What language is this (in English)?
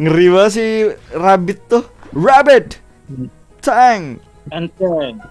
Banjar